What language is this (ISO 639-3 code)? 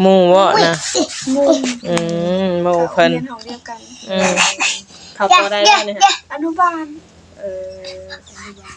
tts